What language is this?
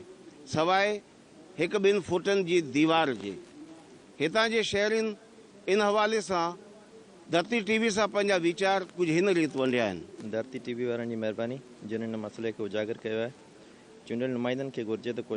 Sindhi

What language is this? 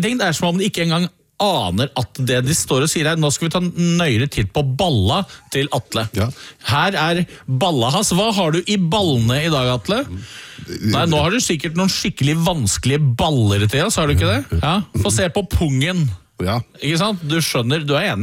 Norwegian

